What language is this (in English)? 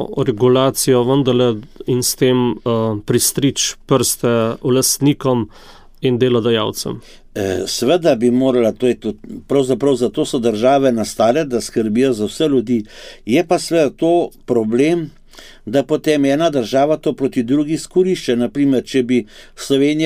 Slovenian